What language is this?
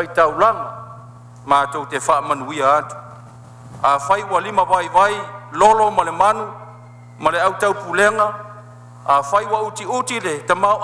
Samoan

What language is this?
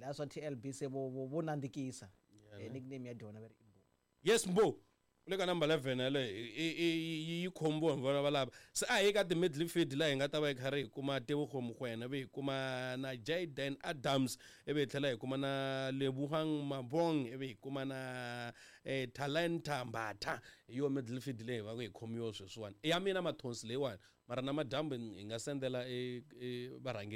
Tsonga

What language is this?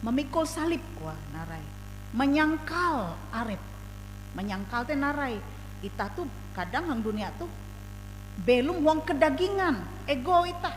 Ngaju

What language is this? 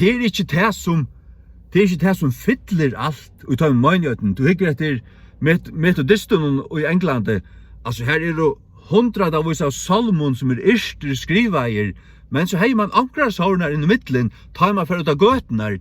Faroese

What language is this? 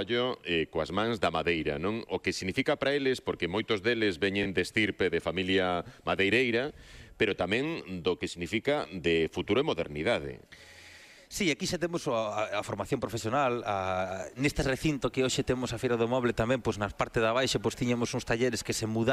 Galician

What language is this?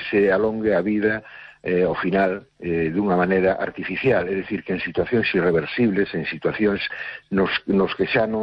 Galician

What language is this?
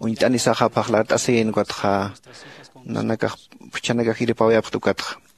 Aymara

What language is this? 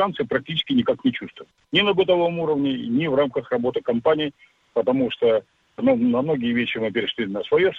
Russian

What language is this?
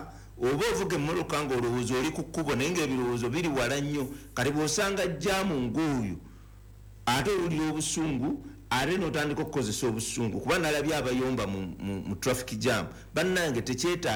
Ganda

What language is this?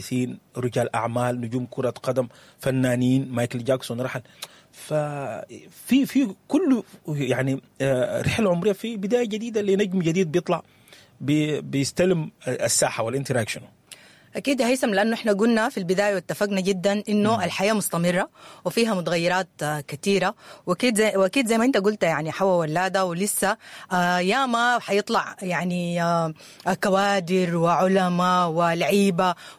Sudanese Arabic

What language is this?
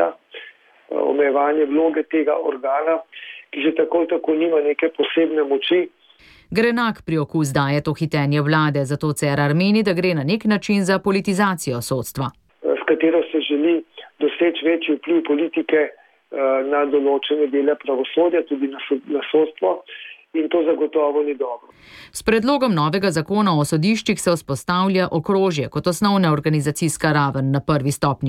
Slovenian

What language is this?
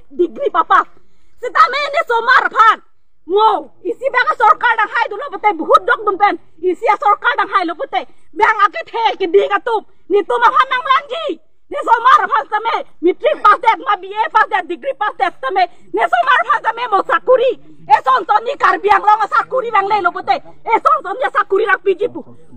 Karbi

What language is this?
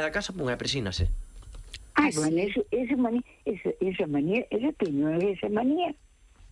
Galician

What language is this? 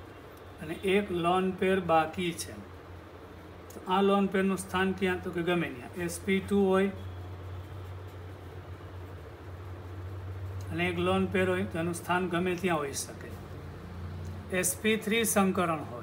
Gujarati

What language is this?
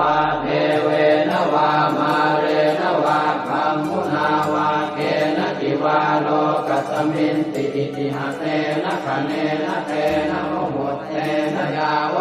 Pali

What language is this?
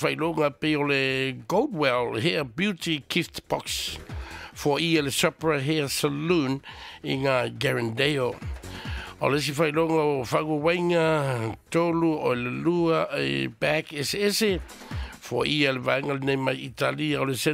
Samoan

